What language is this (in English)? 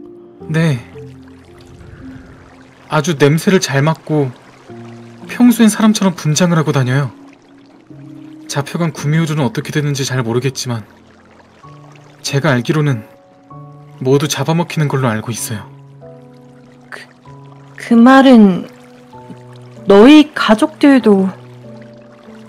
Korean